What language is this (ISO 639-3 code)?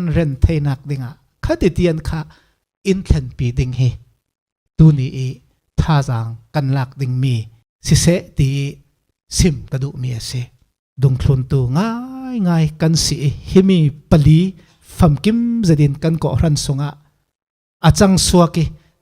cfm